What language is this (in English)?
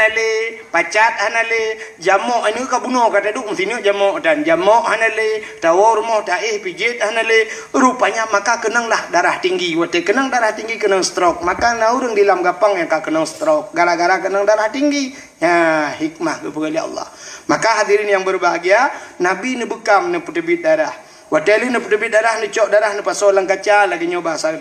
Achinese